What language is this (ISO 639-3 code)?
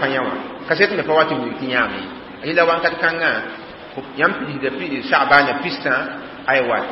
mos